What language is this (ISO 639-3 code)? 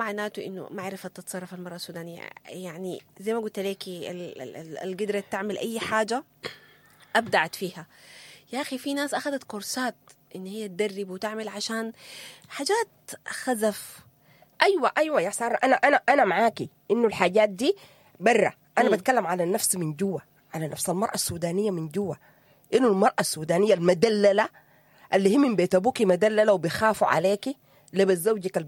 apd